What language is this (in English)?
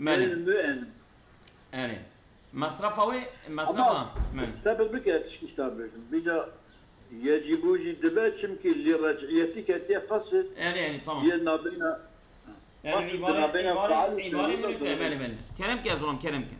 Kurdish